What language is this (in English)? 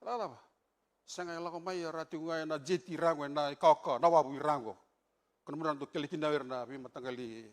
Fijian